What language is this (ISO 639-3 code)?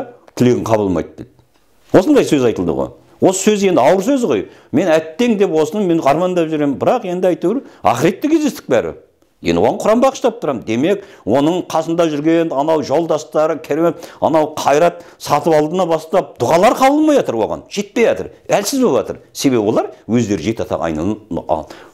kaz